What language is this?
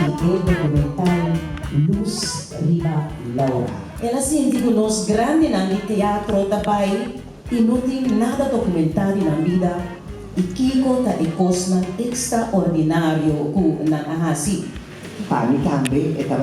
Papiamento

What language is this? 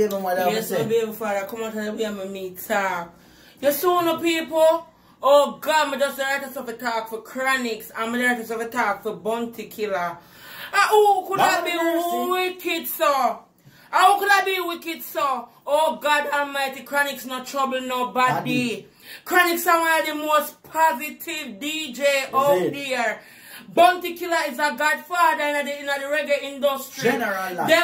Jamaican Creole English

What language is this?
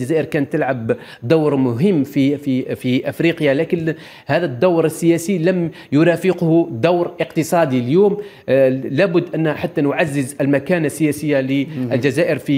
Arabic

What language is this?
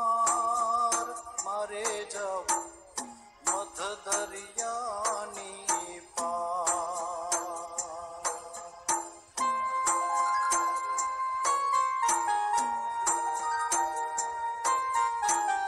Gujarati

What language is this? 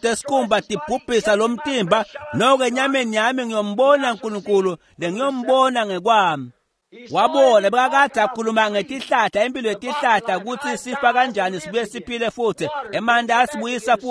Swati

